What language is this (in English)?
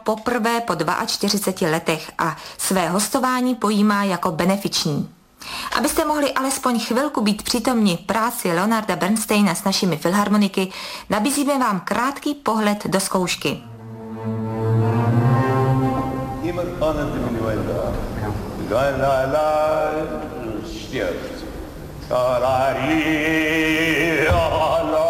Czech